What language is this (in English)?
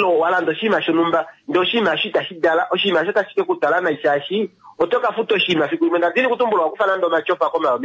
Kuanyama